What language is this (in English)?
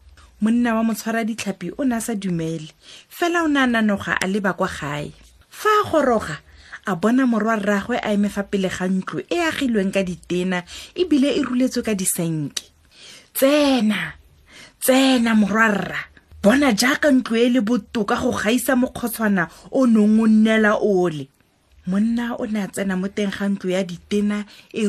Tswana